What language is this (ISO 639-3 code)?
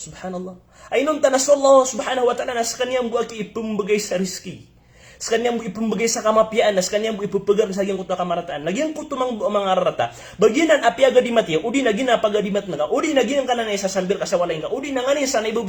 mrw